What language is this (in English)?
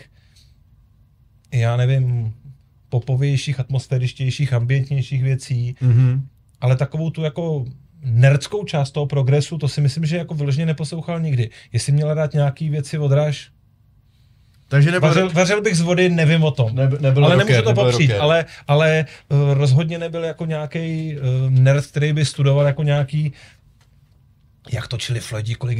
Czech